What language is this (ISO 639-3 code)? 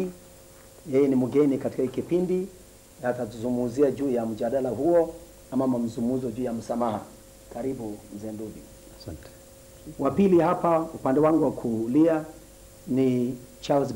swa